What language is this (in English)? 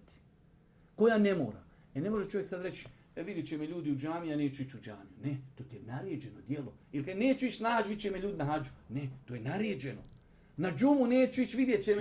Bosnian